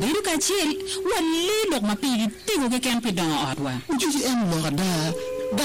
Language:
Acoli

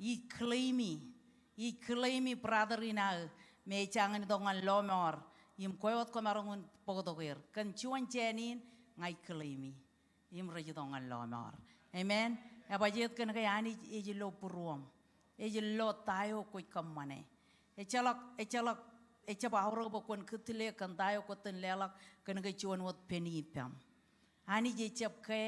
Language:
Marshallese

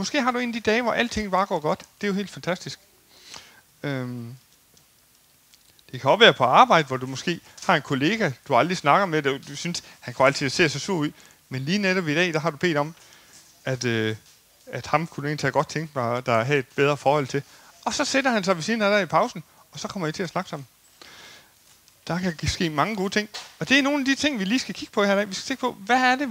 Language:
Danish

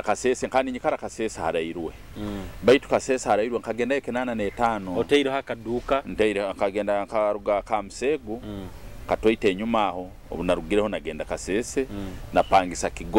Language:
Nyoro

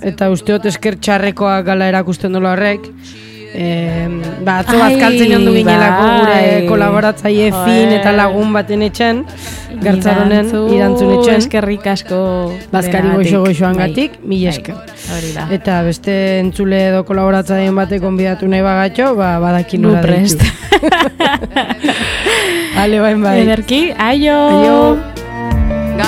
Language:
Basque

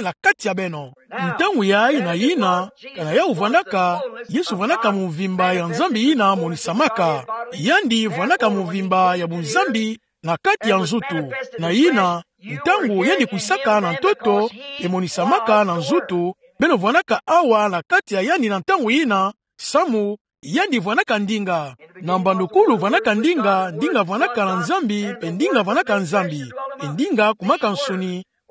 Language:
Kituba (Democratic Republic of Congo)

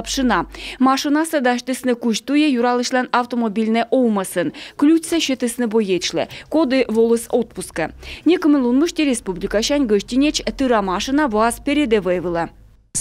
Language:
Komi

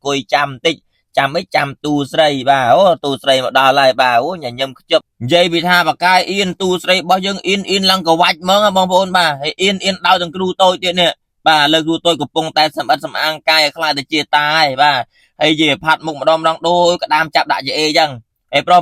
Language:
Khmer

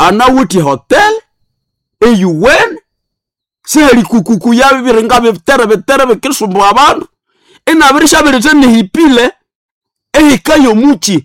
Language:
Nande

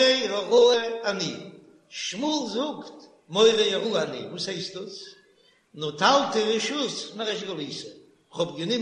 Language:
Yiddish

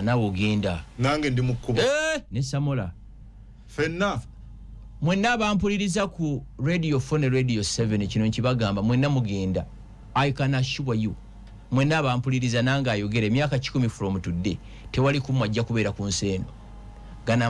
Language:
Ganda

